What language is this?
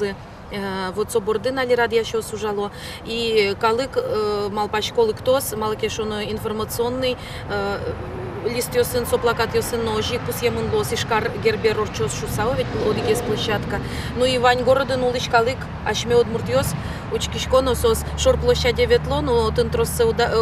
Udmurt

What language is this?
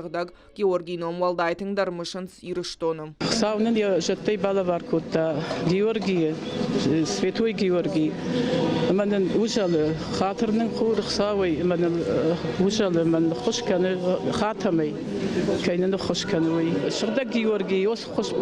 Ossetic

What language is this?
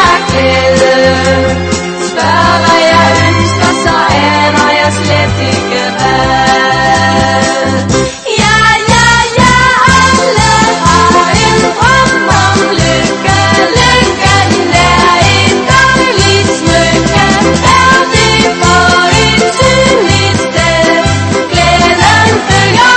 Danish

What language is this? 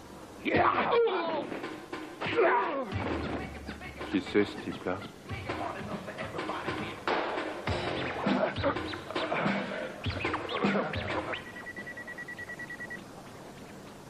French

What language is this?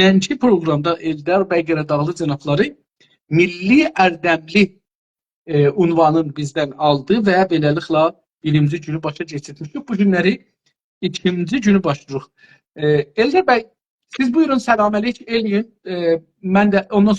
South Azerbaijani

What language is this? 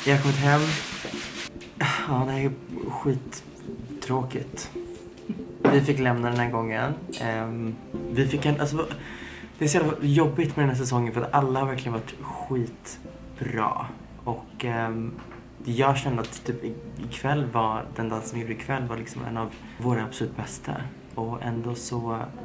Swedish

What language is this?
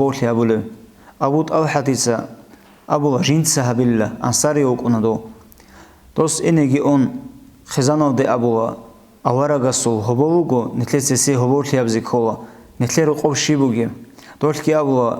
Avaric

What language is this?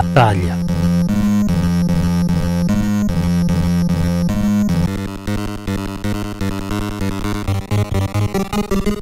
Italian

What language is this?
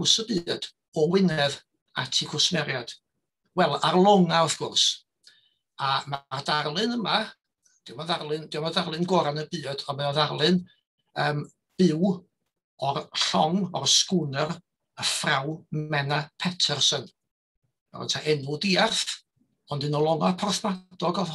Welsh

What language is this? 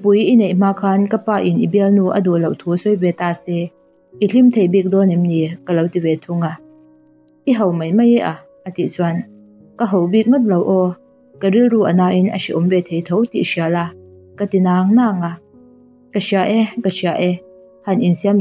Mizo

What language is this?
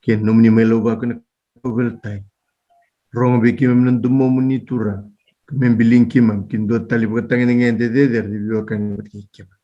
Fijian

